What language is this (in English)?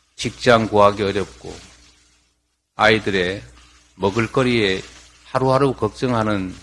Korean